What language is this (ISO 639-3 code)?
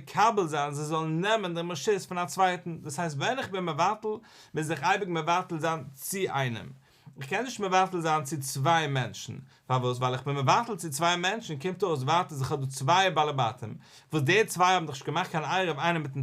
yid